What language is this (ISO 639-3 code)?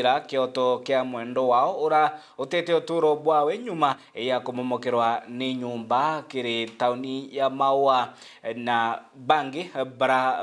mer